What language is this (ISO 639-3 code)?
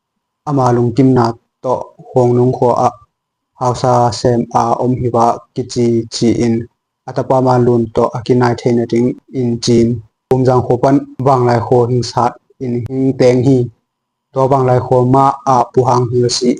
ctd